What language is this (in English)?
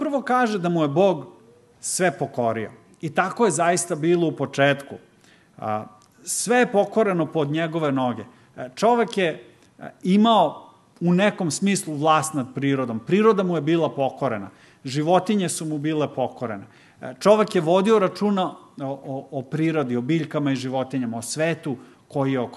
Serbian